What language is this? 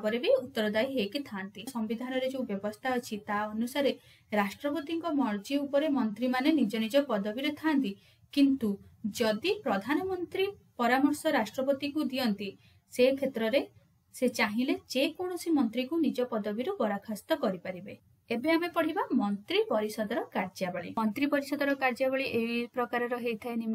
Odia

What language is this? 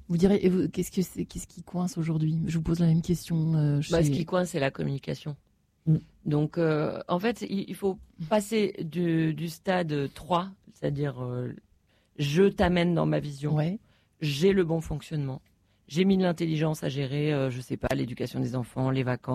French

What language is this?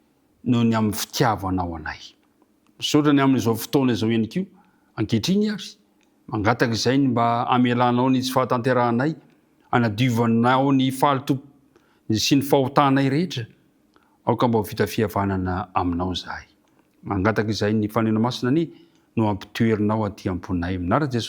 Malagasy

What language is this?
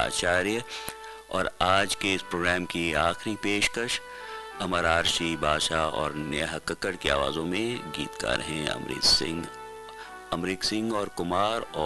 Hindi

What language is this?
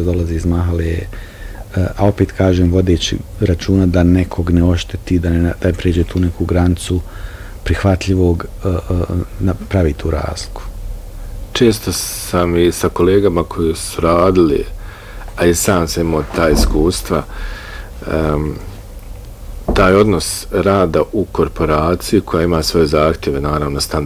Bosnian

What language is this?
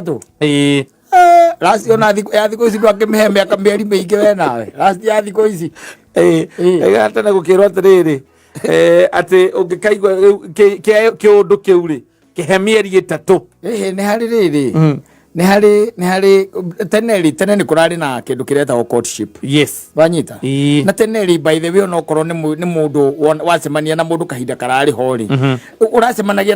Kikuyu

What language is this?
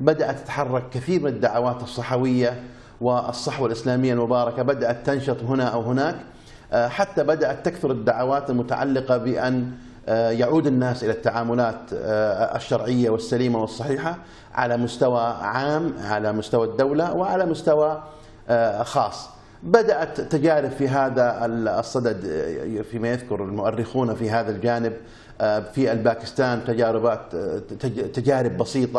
Arabic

